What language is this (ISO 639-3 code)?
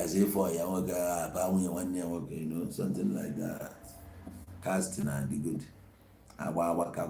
ibo